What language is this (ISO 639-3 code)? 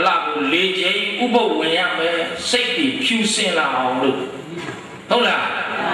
mya